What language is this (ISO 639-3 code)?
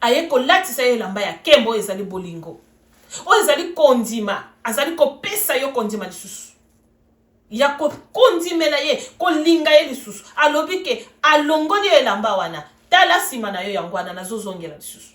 lin